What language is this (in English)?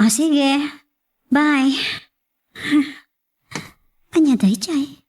Iloko